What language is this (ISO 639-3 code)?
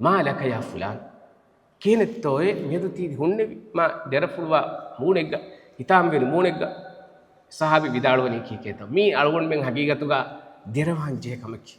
div